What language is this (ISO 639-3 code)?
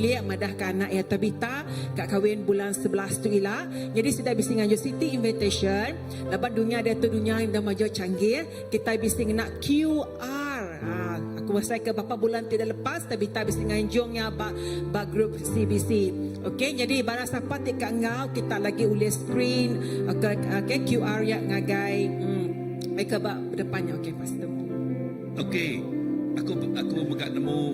iba